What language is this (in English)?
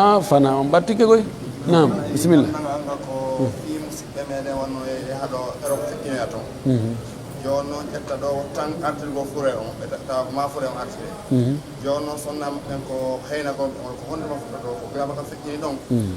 Pular